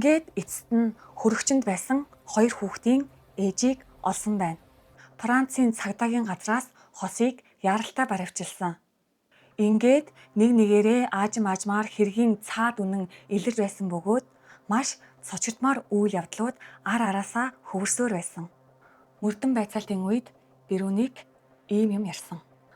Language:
Mongolian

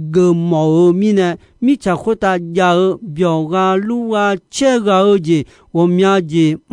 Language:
Akha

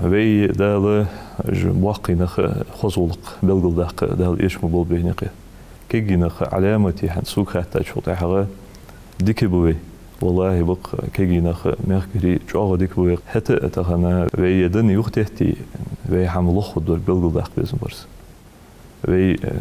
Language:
Ingush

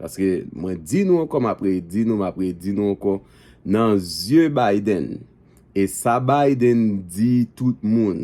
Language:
Haitian Creole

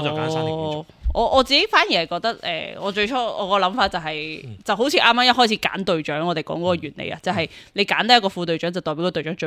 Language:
Cantonese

